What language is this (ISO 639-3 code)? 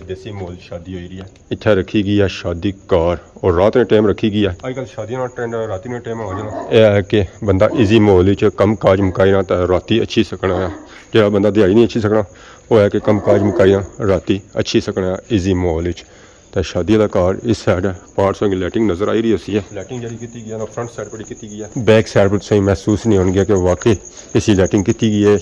phr